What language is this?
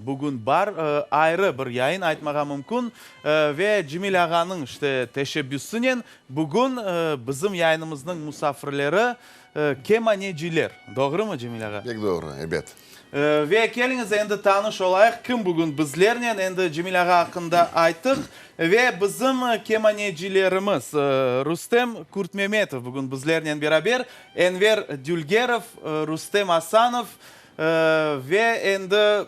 Crimean Tatar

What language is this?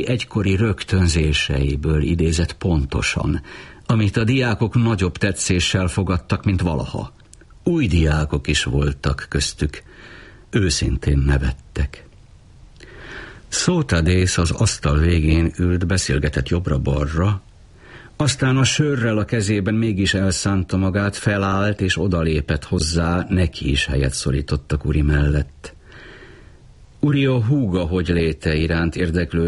Hungarian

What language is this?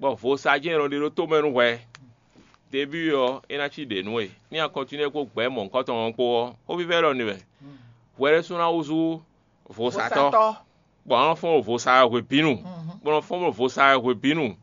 Fon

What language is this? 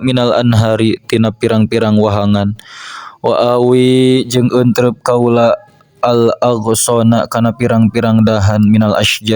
Sundanese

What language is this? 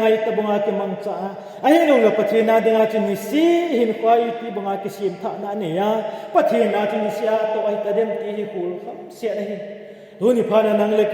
Thado Chin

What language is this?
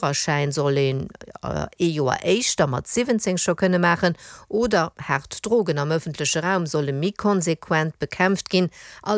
Luxembourgish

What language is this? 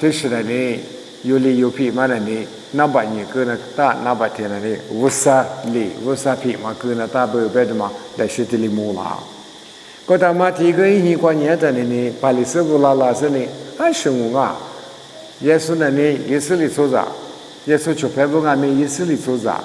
Lisu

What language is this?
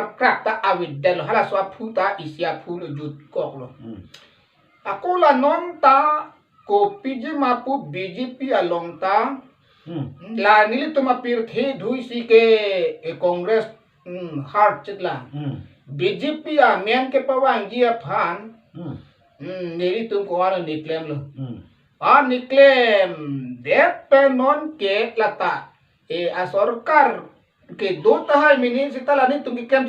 Karbi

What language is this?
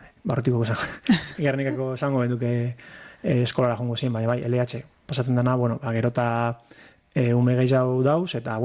Basque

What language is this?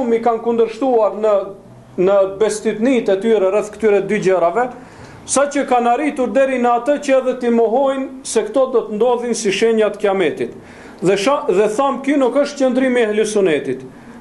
Albanian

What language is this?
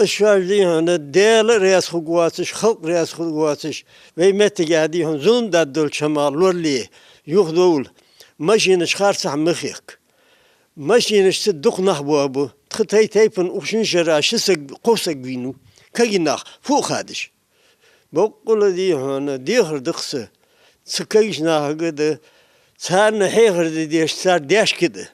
Ingush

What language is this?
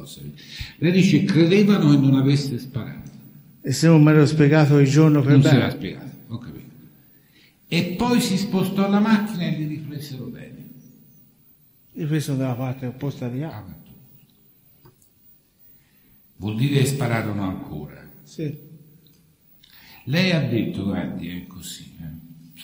Italian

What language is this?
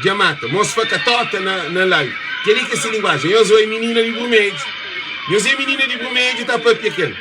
Kabuverdianu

